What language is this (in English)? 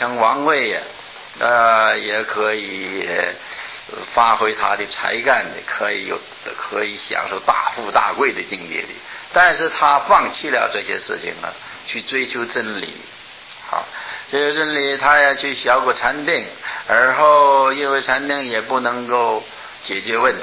Chinese